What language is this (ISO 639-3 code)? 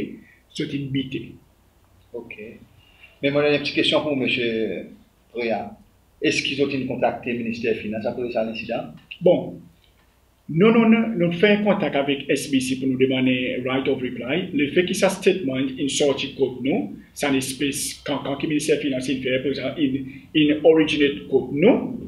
crs